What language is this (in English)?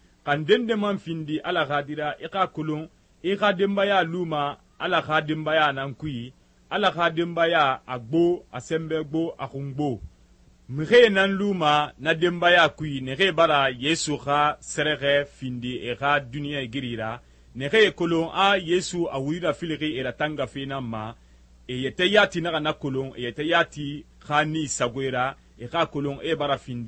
Susu